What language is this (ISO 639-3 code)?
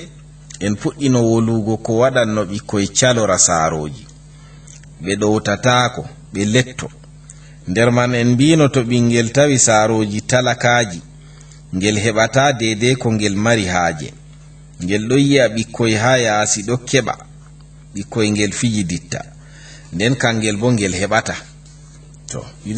ful